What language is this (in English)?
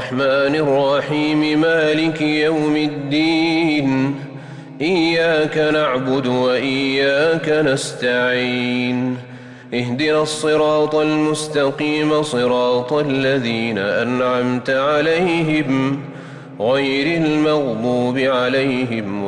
Arabic